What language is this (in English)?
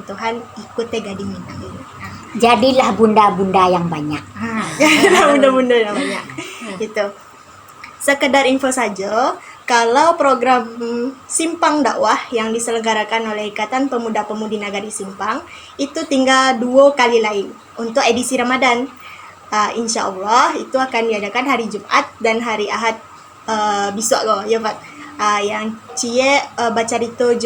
Minangkabau